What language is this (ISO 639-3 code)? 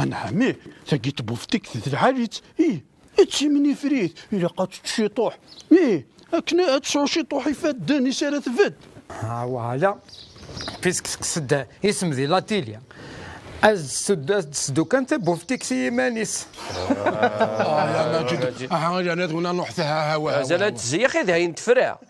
kab